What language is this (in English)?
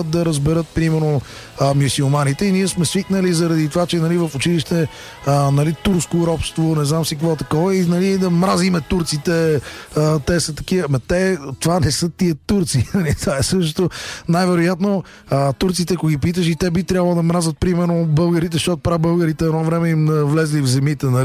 Bulgarian